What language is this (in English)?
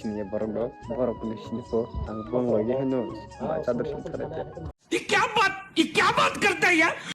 Kok Borok